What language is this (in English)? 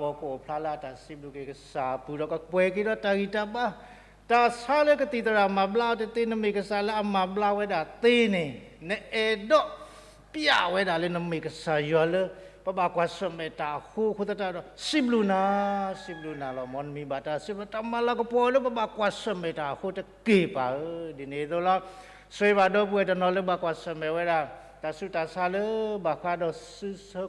S'gaw Karen